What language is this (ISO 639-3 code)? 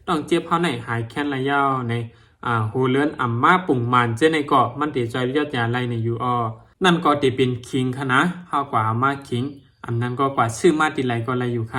shn